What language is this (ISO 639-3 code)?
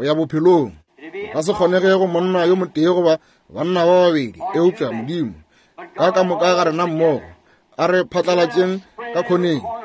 nso